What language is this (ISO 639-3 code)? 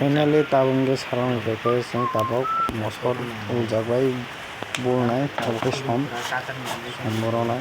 trp